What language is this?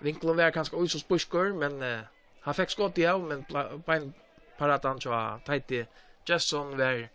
Faroese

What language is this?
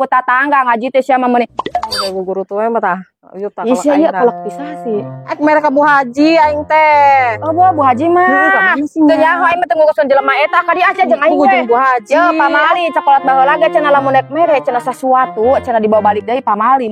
Sundanese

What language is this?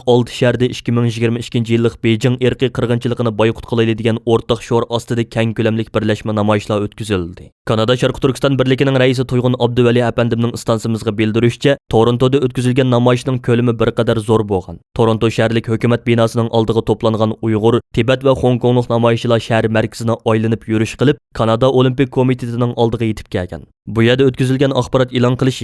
Uyghur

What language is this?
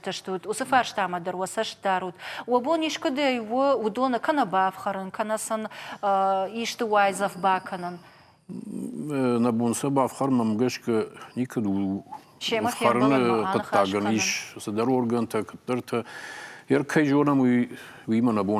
Ossetic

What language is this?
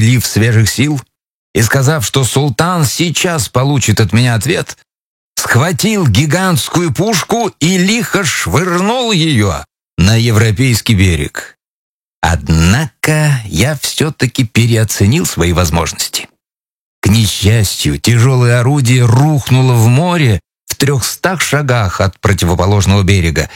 Russian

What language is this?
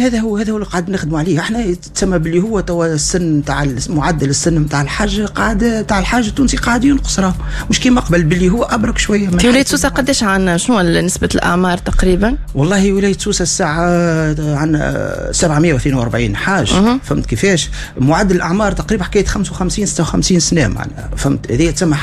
Tunisian Arabic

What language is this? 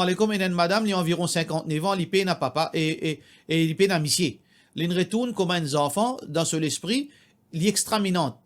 Morisyen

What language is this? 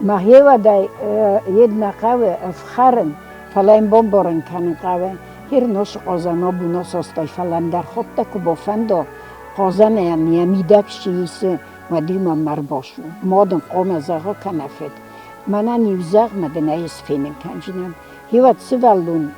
Ossetic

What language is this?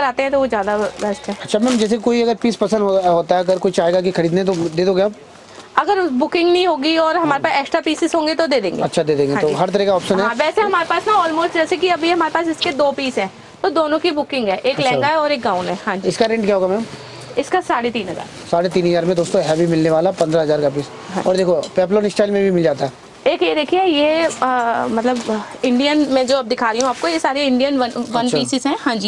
Hindi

